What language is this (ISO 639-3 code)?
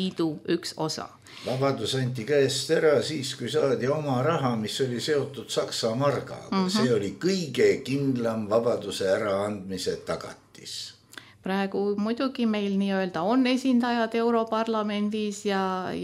est